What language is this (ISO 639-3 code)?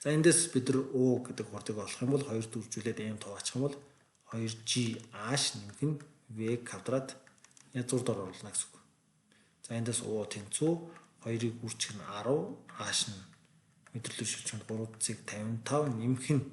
mon